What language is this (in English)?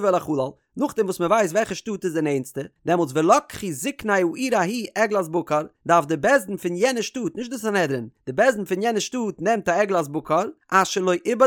Yiddish